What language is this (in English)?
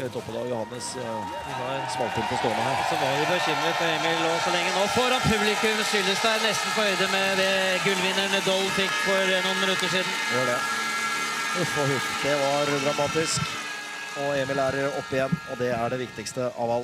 Norwegian